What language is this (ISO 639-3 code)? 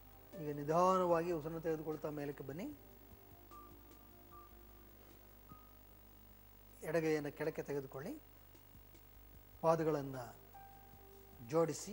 kan